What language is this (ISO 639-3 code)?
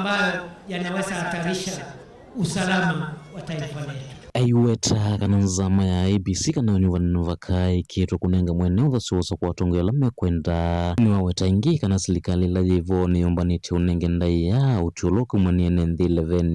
kam